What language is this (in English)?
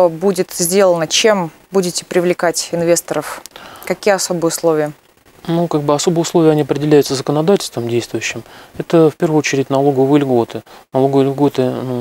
Russian